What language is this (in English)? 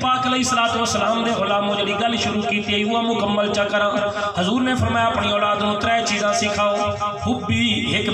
Saraiki